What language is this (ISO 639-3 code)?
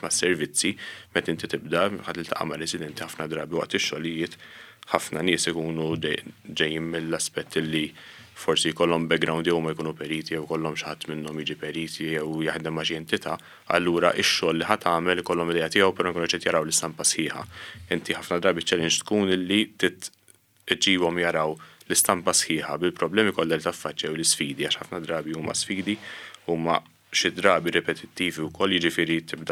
mlt